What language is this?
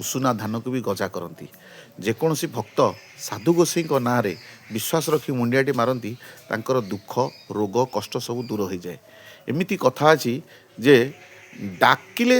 Odia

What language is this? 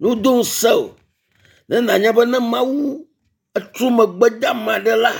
Ewe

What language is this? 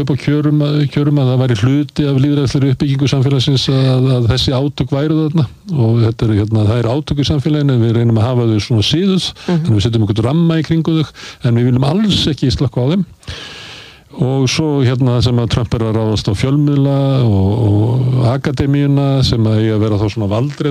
Icelandic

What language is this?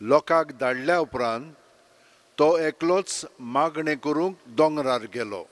Konkani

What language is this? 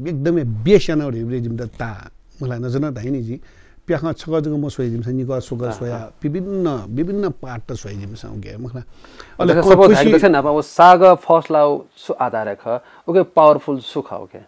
Newari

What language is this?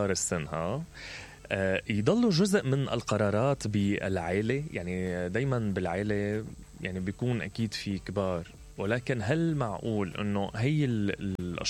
Mesopotamian Arabic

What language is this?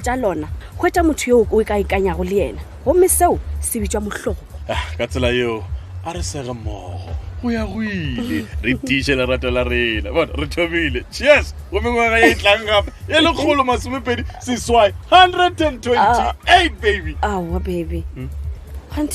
Northern Sotho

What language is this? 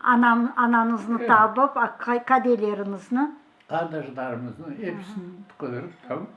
Crimean Tatar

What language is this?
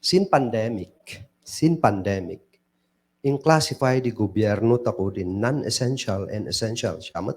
Kankanaey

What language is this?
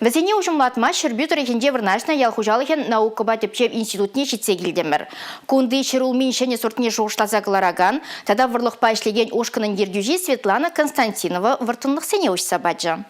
Chuvash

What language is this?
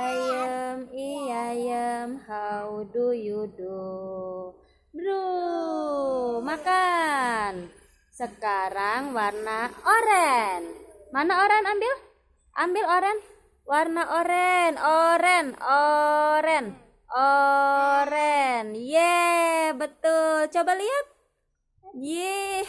Betawi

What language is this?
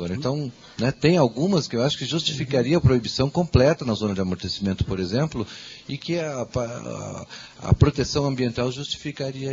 Portuguese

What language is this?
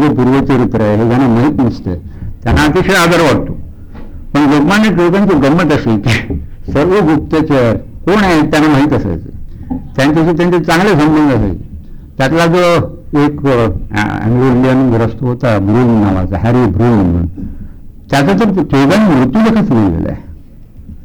Marathi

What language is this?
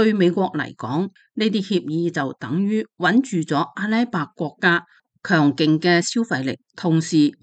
Cantonese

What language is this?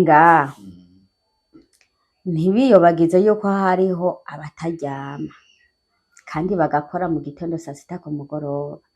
Rundi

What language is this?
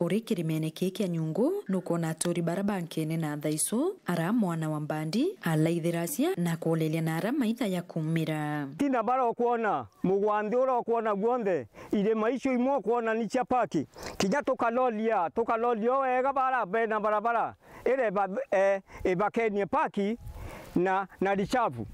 Meru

